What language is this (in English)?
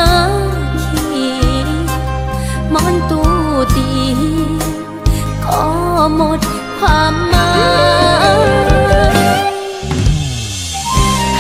Thai